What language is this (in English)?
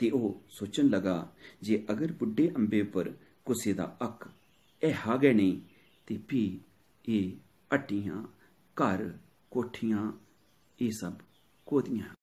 Dogri